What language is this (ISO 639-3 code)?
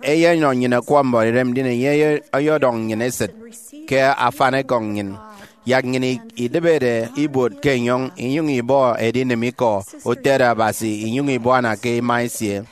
efi